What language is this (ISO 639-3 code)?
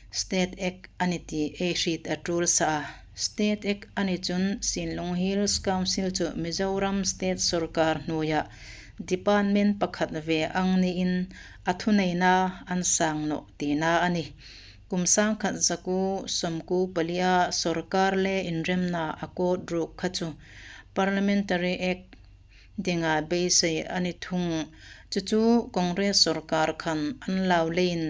hmr